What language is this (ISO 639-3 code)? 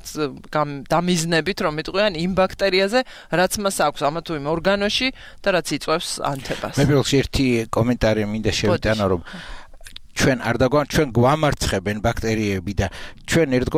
kat